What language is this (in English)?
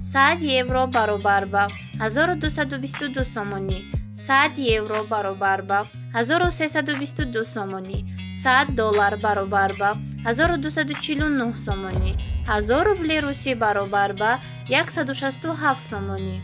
Tajik